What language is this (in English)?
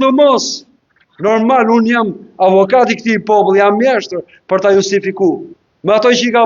Albanian